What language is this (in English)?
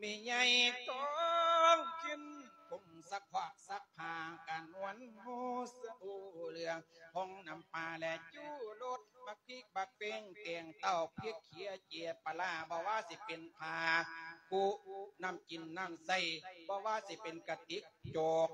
Lao